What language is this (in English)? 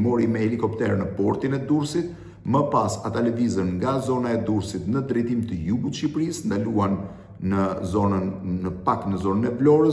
Albanian